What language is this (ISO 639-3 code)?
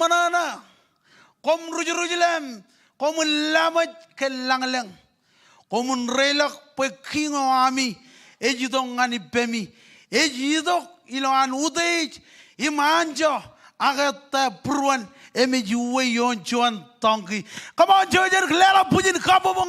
mah